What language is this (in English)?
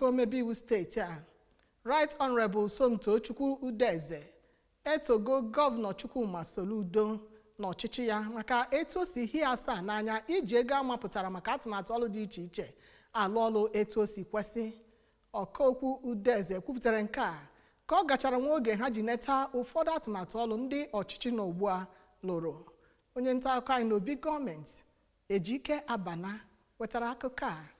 Igbo